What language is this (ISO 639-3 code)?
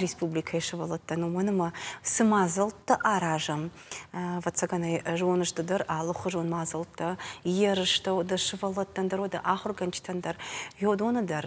oss